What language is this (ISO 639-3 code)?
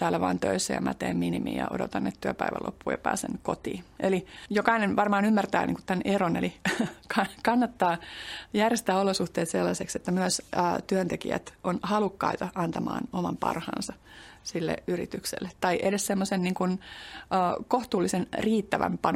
fin